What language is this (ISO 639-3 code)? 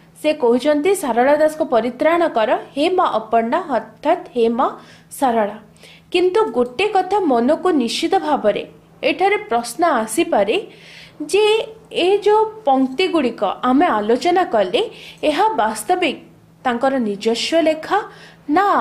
ori